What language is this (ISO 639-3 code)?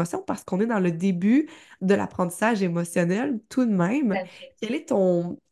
fra